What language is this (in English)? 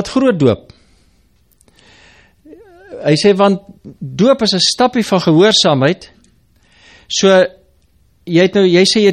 Afrikaans